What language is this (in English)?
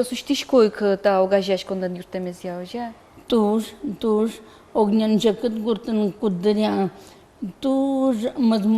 Udmurt